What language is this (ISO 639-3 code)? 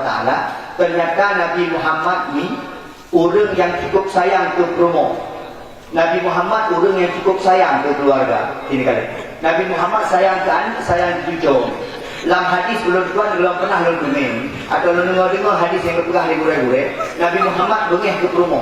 ace